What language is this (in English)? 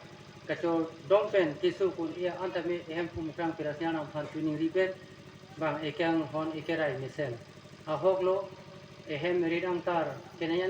Karbi